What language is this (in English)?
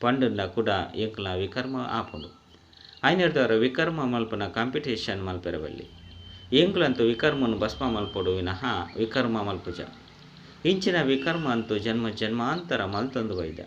Tulu